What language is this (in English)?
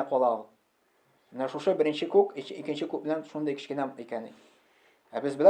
Tatar